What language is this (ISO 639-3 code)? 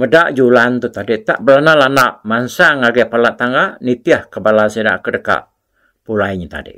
iba